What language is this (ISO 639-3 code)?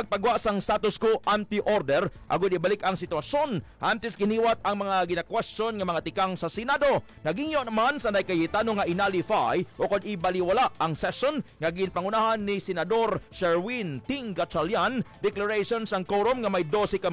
hil